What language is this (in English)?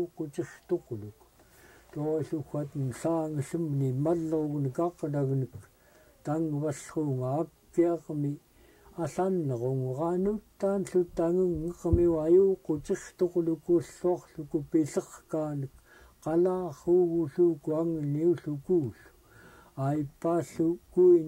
Central Yupik